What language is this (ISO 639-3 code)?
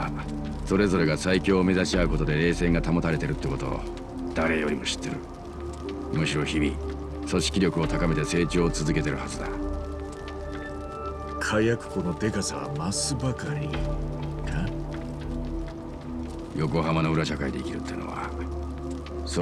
jpn